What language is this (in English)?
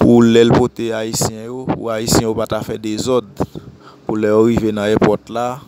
Haitian Creole